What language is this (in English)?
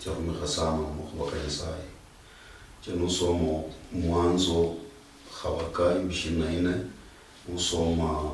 Luyia